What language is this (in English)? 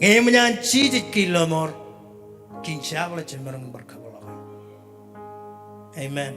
Marshallese